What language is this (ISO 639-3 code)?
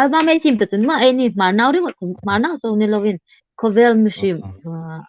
hmr